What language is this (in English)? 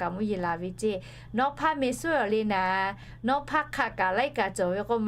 Lahu